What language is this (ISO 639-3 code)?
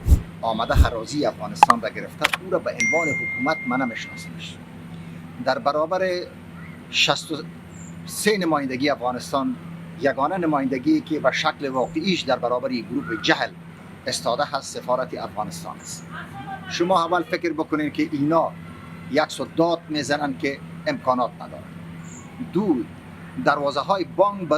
fas